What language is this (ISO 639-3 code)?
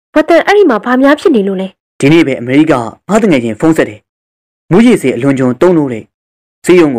mya